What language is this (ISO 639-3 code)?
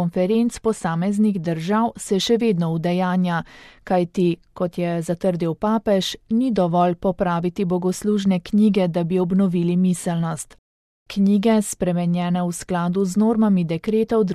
slv